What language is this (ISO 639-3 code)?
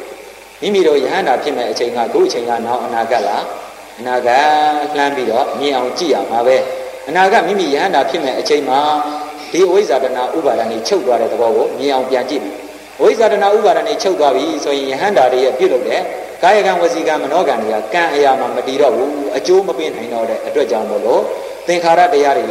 mya